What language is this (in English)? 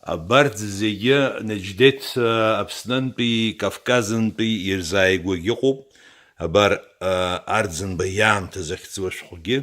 Abkhazian